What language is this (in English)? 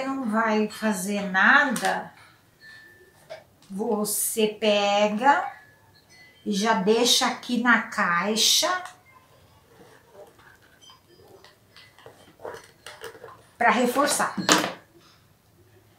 Portuguese